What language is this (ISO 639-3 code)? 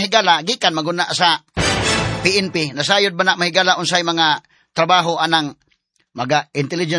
ceb